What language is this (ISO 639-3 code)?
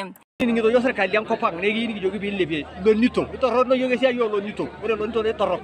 mas